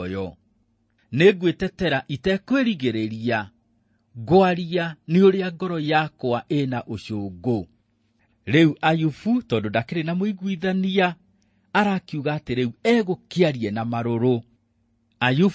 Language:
Kikuyu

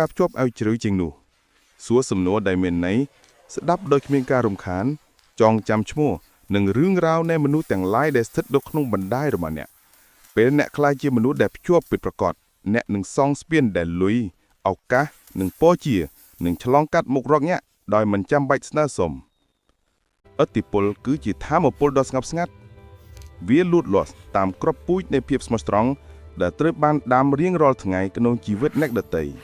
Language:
Khmer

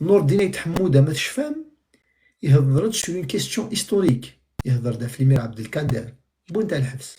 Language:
Kabyle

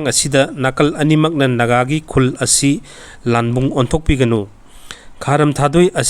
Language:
Manipuri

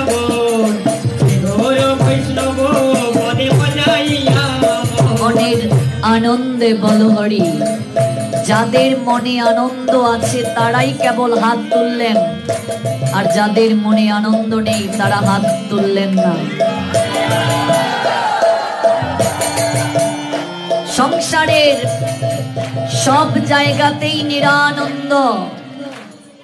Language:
Bangla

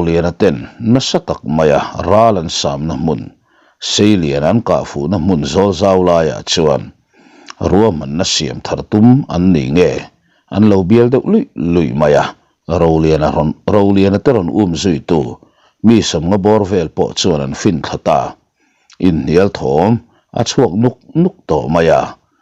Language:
Mizo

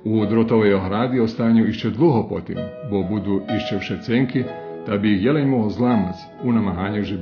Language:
Rusyn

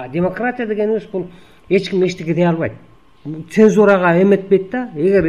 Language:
Kyrgyz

